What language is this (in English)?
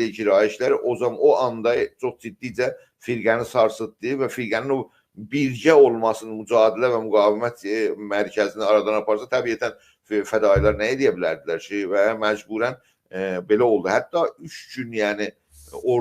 South Azerbaijani